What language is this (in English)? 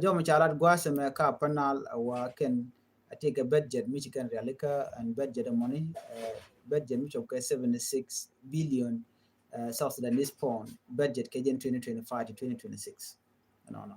Nuer